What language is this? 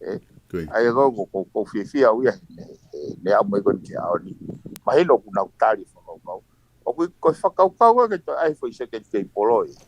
Tongan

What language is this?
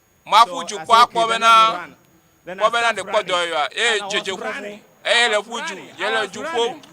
Ewe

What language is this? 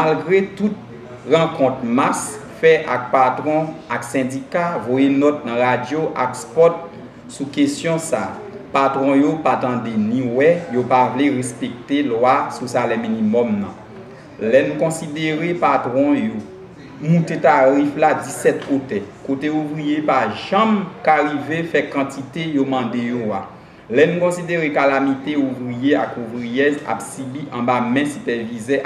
Haitian Creole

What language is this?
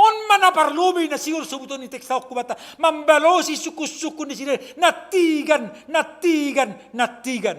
Batak Simalungun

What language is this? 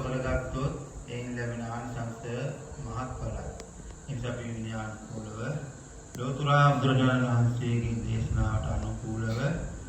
Sinhala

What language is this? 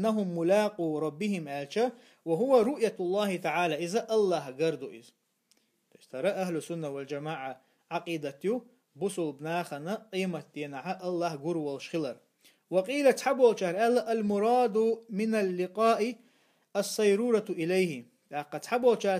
Chechen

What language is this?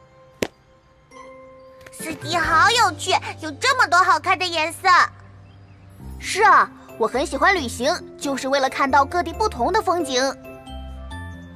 Chinese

